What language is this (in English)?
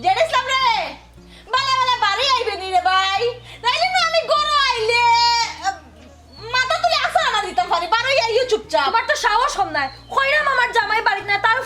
Sylheti